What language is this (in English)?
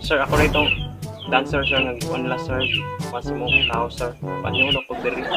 Cebuano